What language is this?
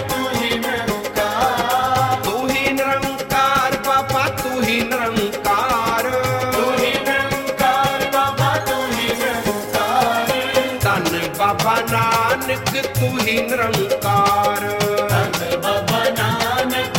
Punjabi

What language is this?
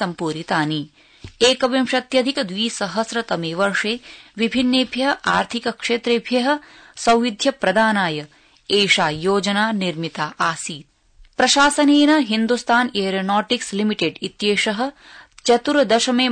Sanskrit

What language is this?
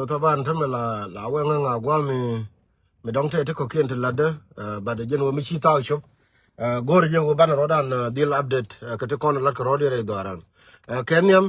Nuer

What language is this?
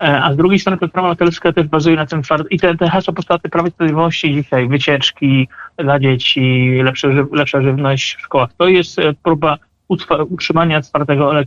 Polish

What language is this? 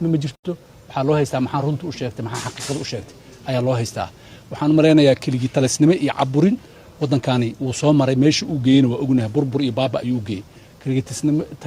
Somali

